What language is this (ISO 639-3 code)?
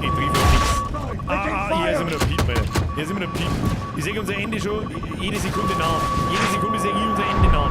bar